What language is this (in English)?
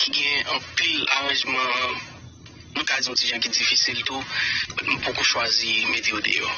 Haitian Creole